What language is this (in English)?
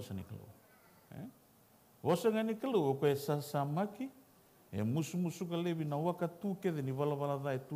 Fijian